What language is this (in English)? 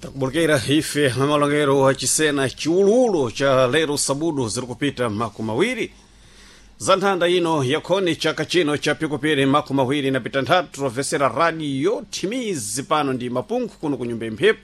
Sena